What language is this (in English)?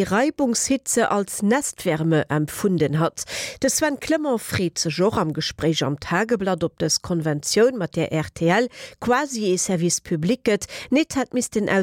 Luxembourgish